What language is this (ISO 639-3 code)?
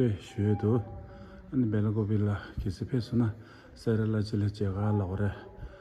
bod